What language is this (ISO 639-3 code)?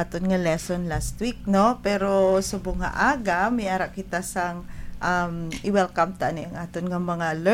hil